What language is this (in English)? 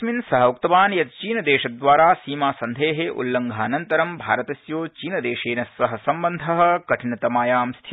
Sanskrit